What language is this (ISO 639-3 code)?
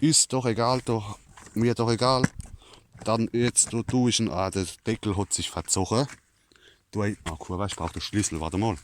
pfl